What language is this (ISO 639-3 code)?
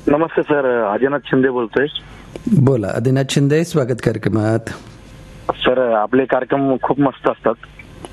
mar